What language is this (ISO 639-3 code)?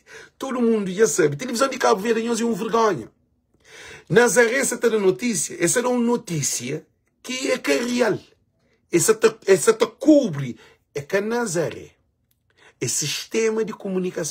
kea